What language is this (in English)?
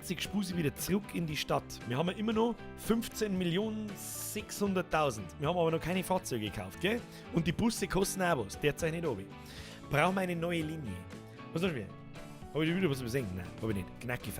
Bavarian